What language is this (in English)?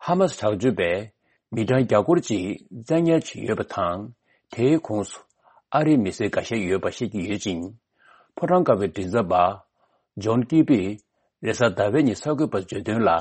Tibetan